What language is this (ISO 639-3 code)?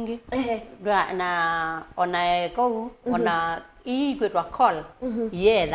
kam